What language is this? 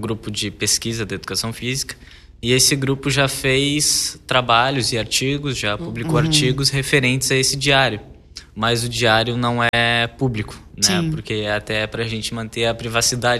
Portuguese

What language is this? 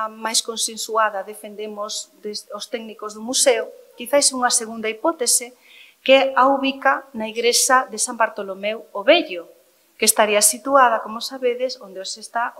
Galician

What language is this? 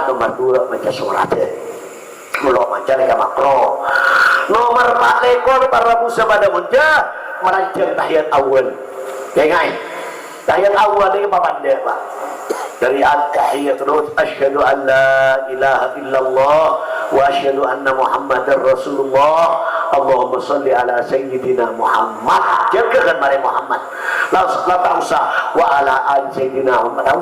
Madurese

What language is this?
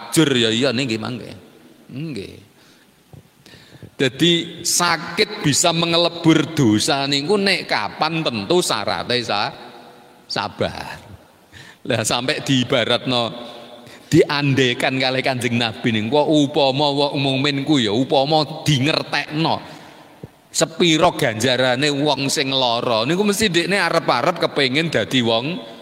Javanese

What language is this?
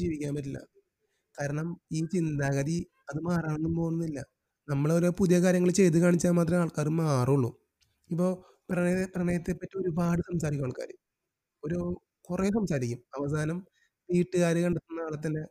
Malayalam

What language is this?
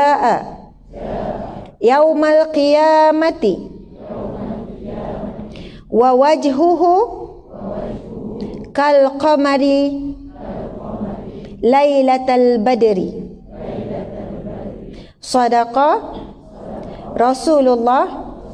Malay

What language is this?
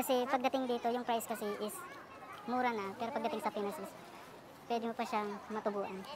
Filipino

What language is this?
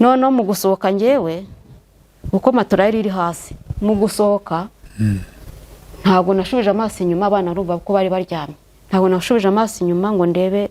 Kinyarwanda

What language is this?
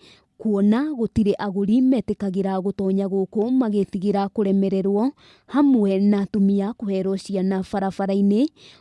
Kikuyu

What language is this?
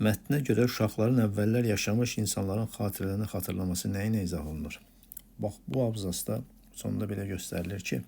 Azerbaijani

